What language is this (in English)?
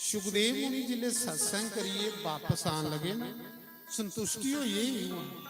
Dogri